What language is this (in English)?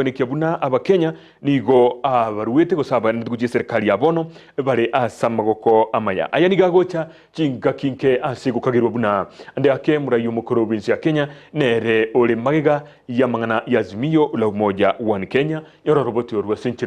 Gusii